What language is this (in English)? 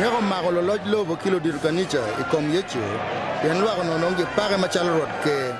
Acoli